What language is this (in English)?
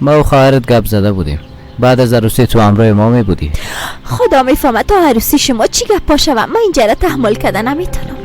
Persian